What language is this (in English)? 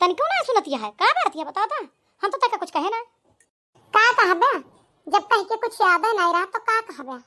Awadhi